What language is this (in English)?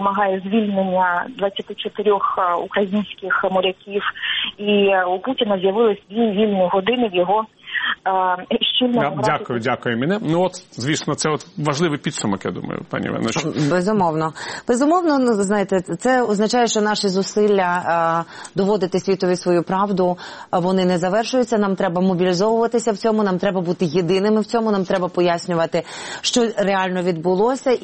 Ukrainian